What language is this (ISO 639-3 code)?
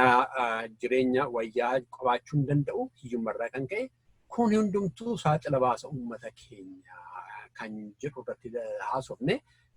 orm